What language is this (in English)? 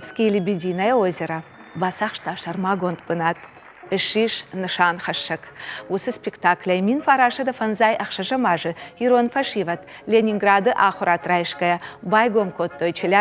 Ossetic